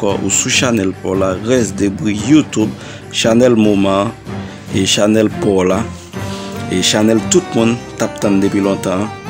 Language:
Haitian Creole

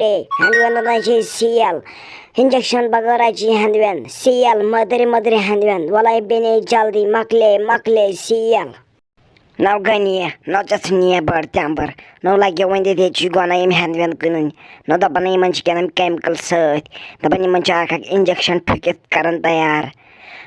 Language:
Kashmiri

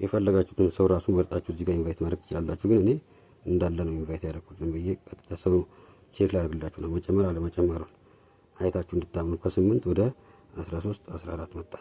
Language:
Amharic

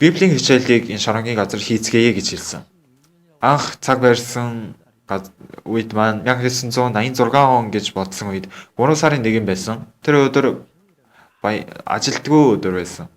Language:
Mongolian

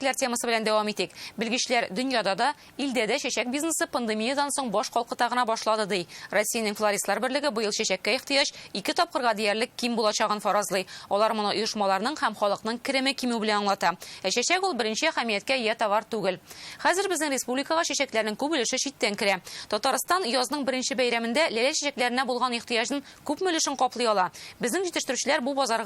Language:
Tatar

